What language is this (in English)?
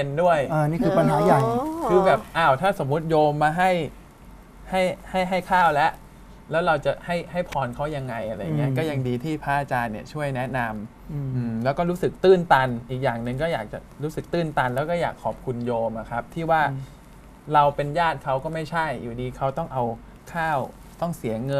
Thai